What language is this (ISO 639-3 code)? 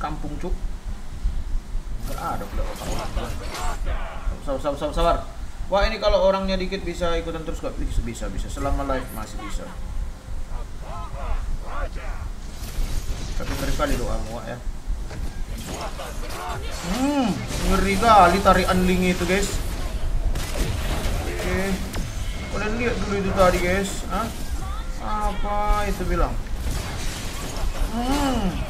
ind